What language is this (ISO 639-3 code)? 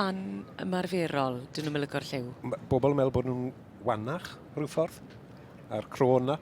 cym